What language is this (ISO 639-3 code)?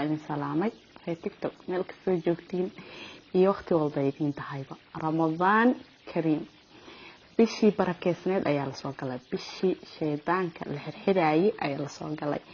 som